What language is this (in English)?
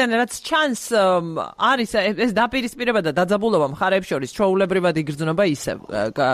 Georgian